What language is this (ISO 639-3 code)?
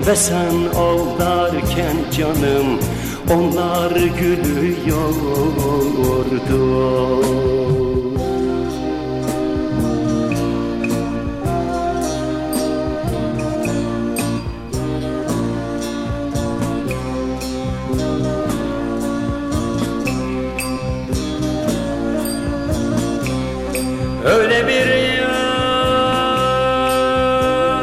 tur